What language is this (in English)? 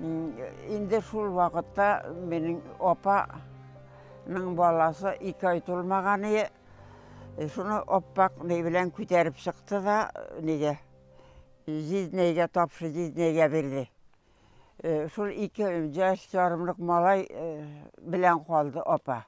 Tatar